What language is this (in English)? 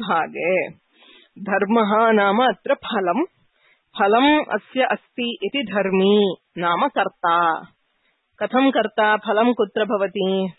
Sanskrit